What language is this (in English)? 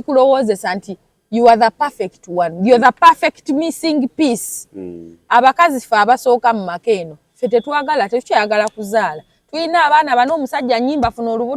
Ganda